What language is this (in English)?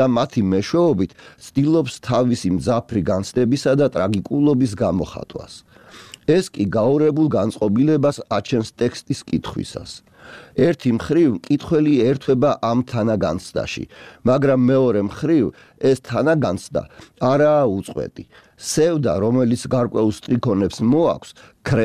Georgian